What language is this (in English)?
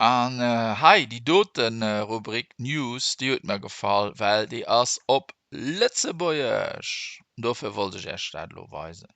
Luxembourgish